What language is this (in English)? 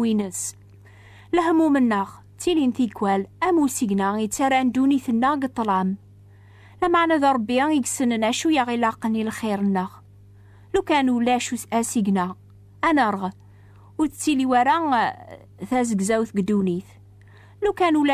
Kabyle